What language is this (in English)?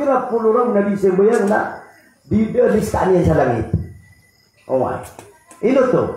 Maranao